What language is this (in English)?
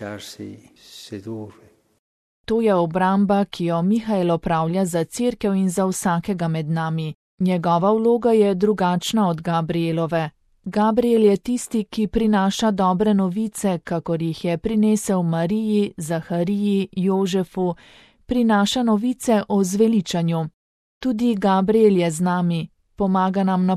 Slovenian